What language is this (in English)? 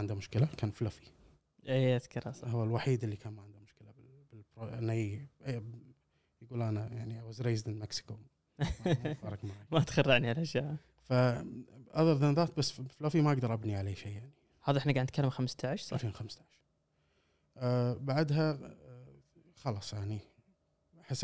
Gulf Arabic